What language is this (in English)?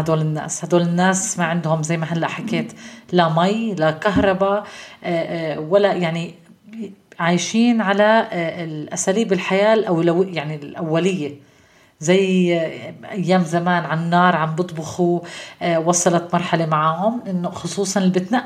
North Levantine Arabic